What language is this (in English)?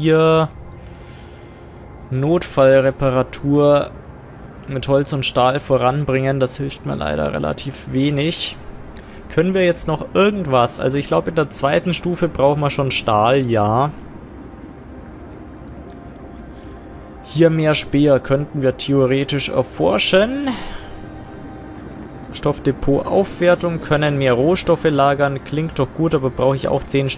German